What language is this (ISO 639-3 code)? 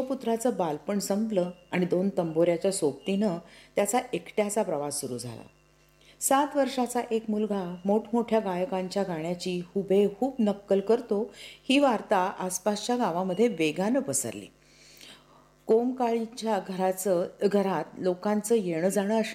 mar